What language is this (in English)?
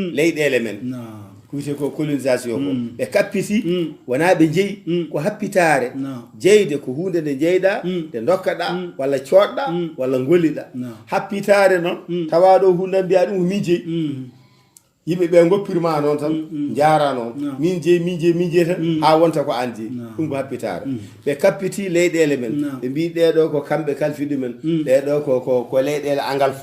Fula